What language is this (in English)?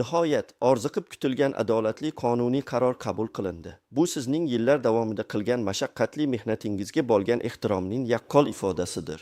Uzbek